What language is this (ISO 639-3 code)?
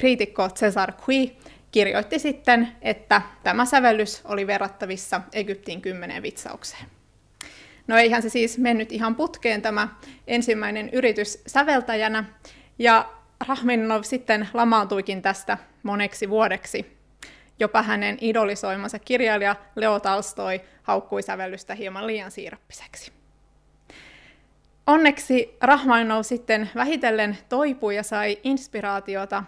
fin